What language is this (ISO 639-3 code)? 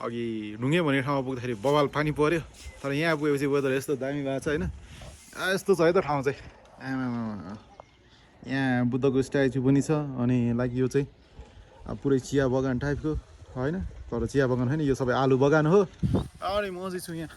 nep